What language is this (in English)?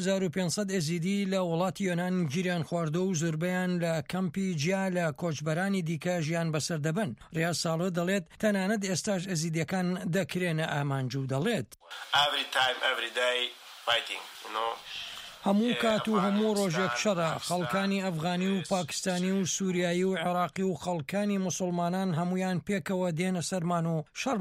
Central Kurdish